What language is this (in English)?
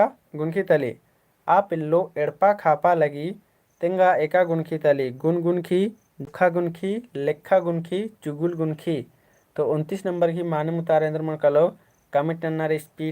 Kurukh